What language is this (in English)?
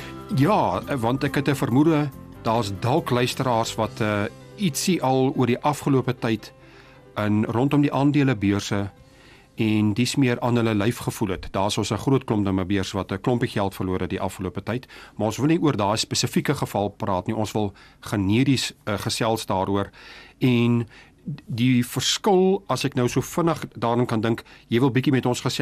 Afrikaans